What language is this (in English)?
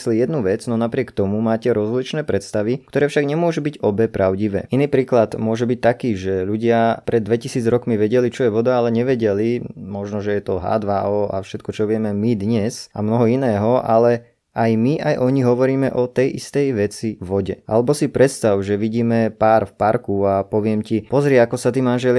Slovak